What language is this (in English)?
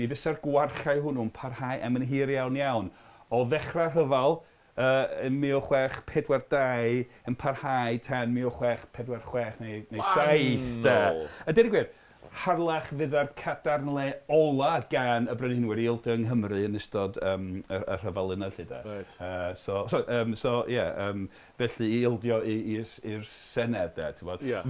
Welsh